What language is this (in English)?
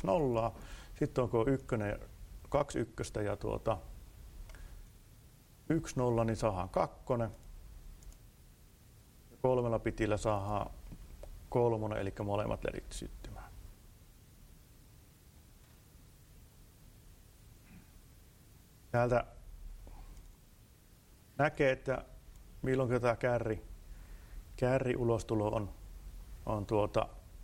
Finnish